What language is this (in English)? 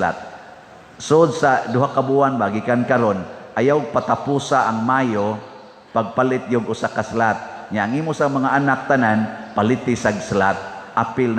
Cebuano